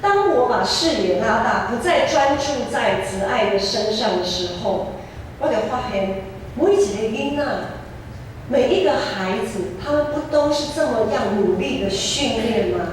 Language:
Min Nan Chinese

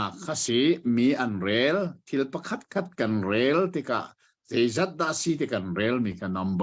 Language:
Hakha Chin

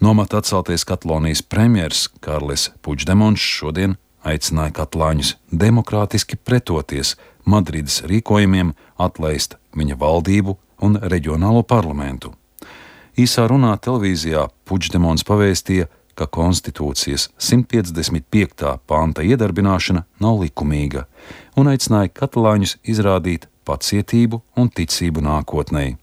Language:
Latvian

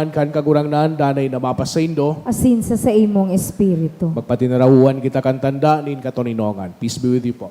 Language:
Bikol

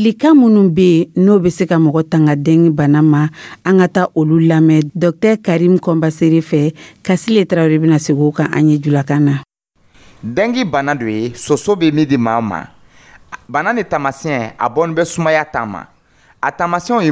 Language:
Dyula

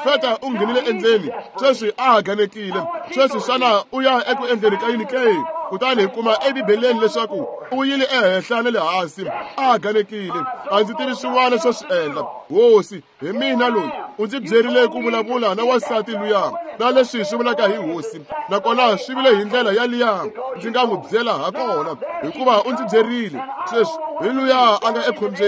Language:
Tsonga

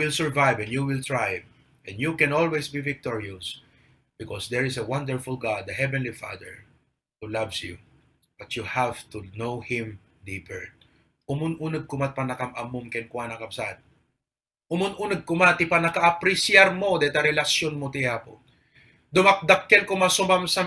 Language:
Iloko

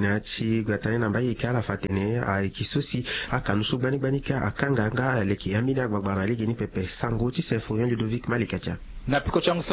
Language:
Sango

